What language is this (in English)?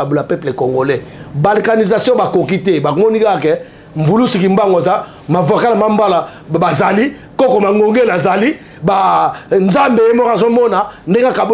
Lingala